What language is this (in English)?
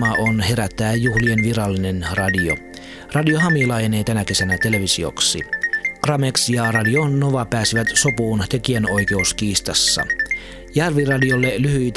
Finnish